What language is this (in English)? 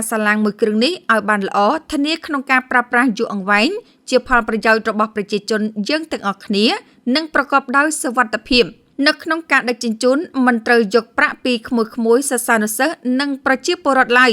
Khmer